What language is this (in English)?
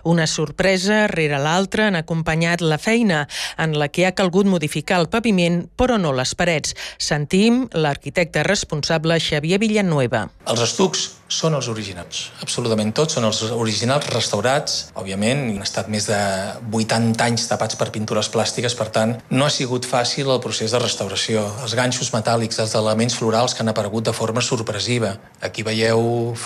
Catalan